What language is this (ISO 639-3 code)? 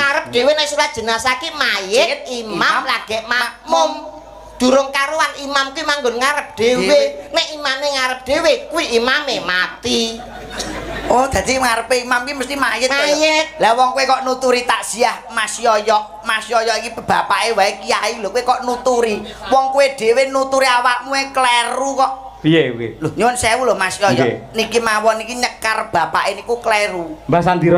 jav